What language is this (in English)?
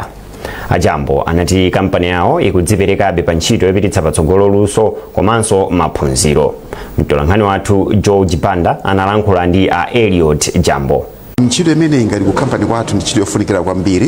Nyanja